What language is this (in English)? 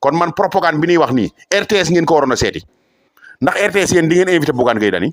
Wolof